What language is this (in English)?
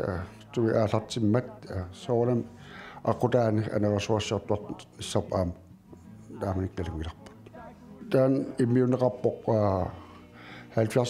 Kalaallisut